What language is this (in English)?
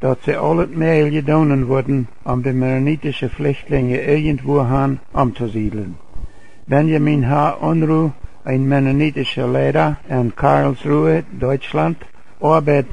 Plautdietsch